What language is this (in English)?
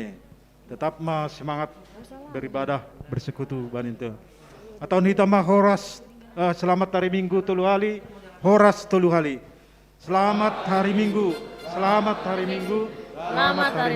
Batak Simalungun